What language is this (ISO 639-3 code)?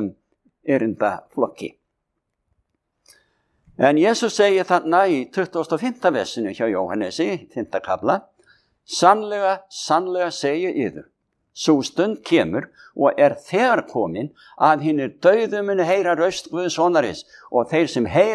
isl